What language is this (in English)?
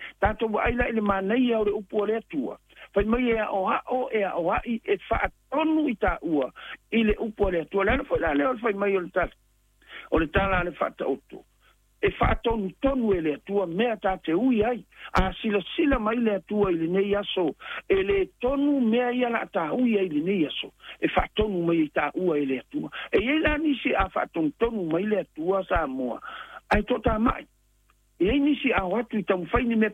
Samoan